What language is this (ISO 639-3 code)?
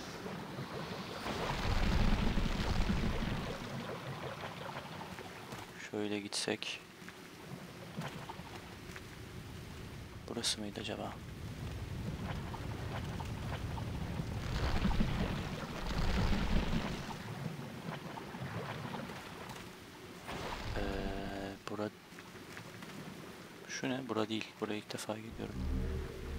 tur